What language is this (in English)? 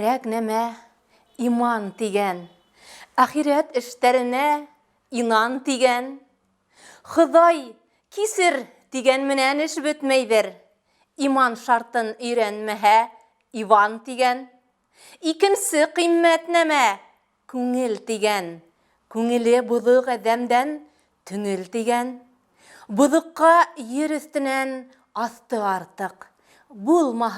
Bashkir